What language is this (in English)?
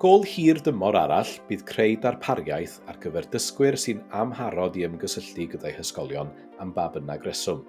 Welsh